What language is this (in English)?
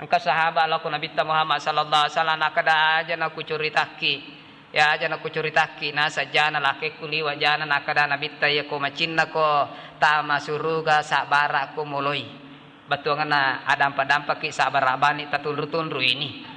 Buginese